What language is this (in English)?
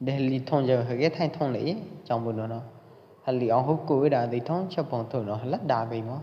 Pwo Eastern Karen